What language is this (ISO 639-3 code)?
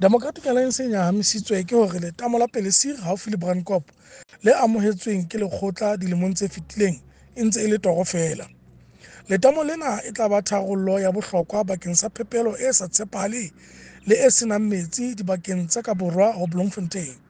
sot